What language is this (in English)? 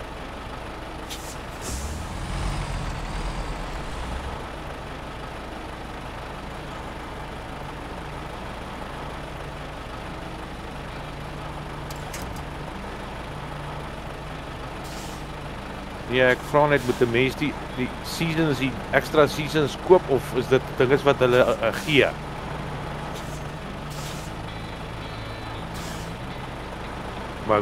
Afrikaans